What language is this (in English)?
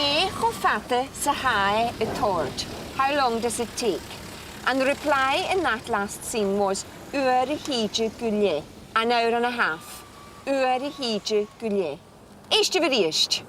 Scottish Gaelic